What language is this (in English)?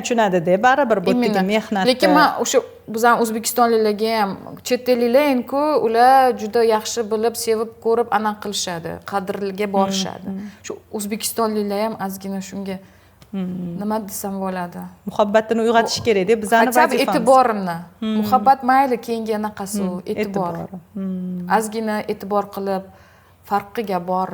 Uzbek